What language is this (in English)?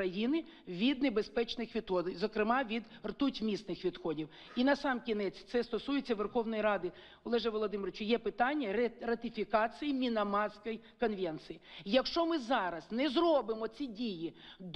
Ukrainian